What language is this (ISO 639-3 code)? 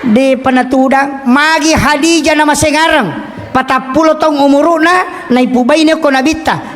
bug